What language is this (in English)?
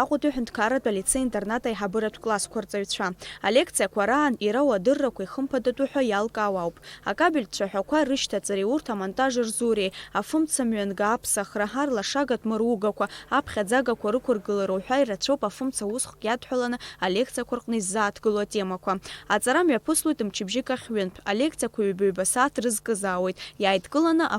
Abkhazian